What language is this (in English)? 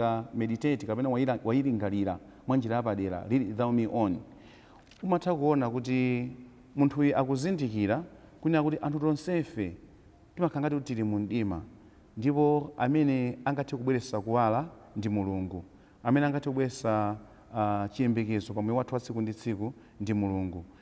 Nyanja